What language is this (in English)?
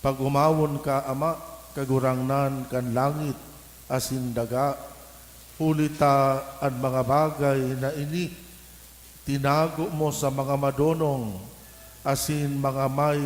Bikol